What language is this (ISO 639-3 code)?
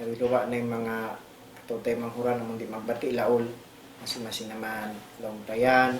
tsg